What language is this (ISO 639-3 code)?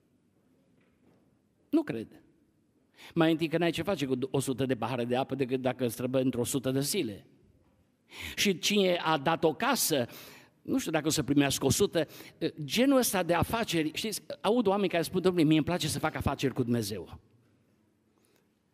ron